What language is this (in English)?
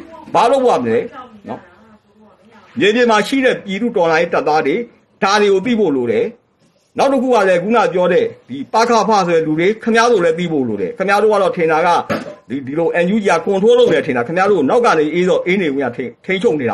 Burmese